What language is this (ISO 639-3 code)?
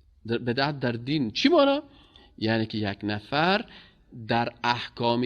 fas